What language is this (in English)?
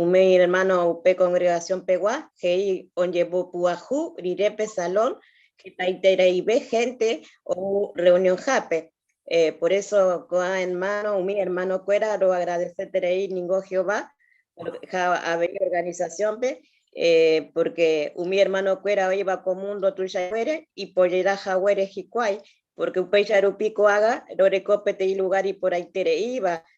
Guarani